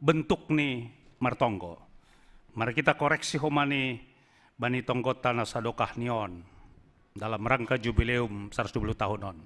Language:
Batak Simalungun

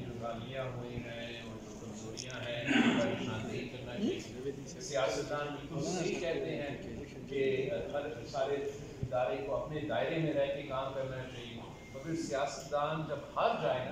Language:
Urdu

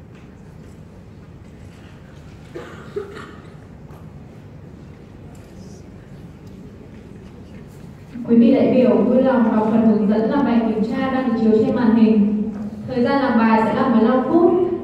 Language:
Vietnamese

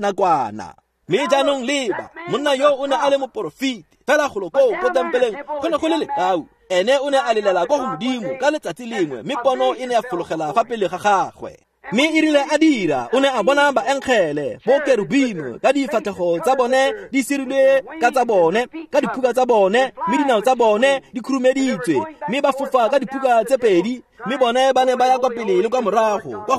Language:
Tswana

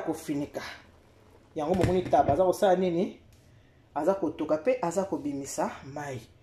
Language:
Lingala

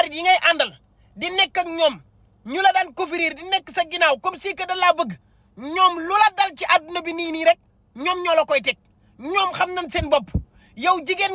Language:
Wolof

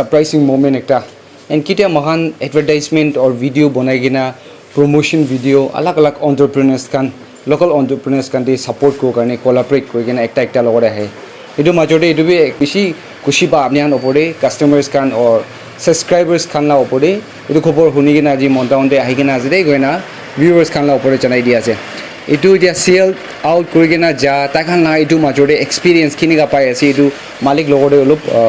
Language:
Naga Pidgin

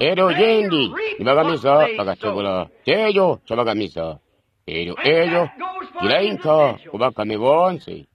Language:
Tonga (Zambia)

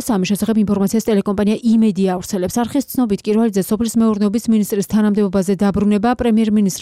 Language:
Georgian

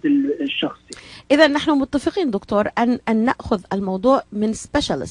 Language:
North Levantine Arabic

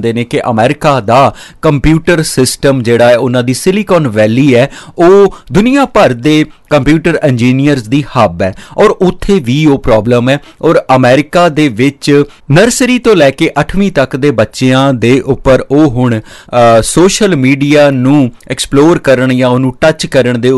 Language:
Punjabi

